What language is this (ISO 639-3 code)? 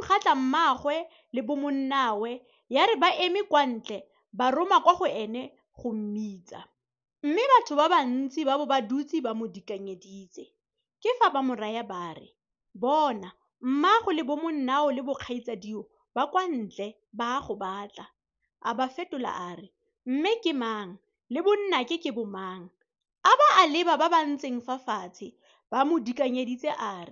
tsn